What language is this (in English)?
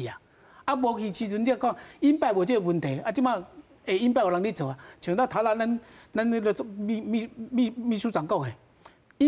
Min Nan Chinese